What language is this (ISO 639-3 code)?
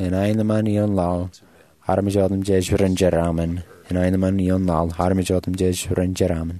mah